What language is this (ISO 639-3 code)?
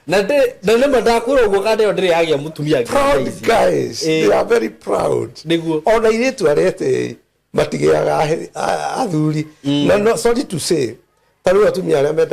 kik